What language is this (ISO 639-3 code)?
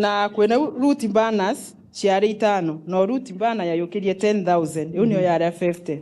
mer